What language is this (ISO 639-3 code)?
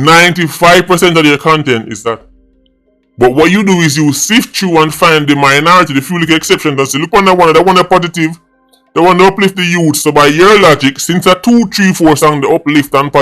jam